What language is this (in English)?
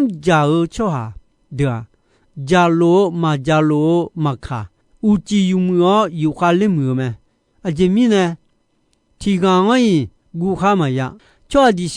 Akha